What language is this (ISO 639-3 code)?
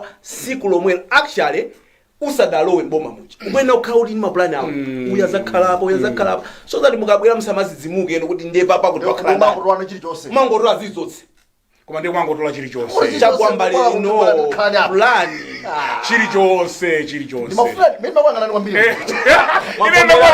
nya